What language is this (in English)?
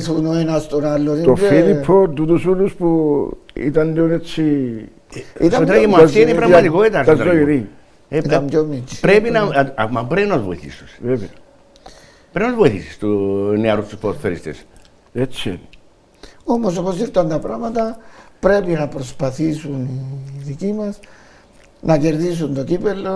Greek